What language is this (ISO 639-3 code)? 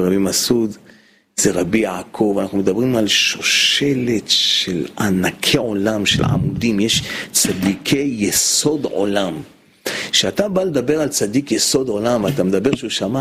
heb